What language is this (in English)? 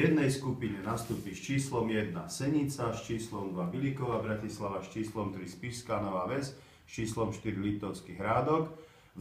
Slovak